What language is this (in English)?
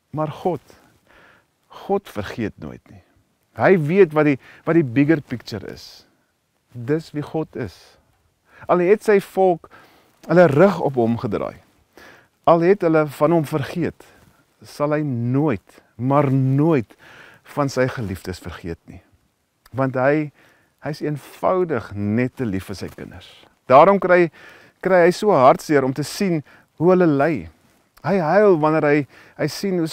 Afrikaans